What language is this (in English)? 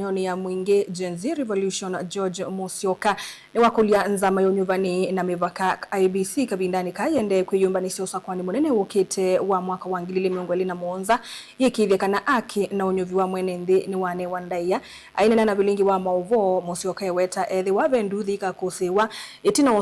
Kamba